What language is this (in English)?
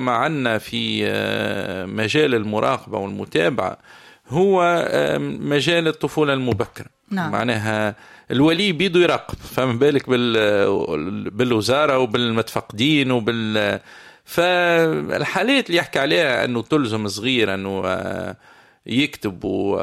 Tunisian Arabic